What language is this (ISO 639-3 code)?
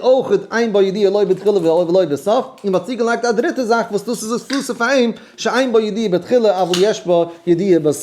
yid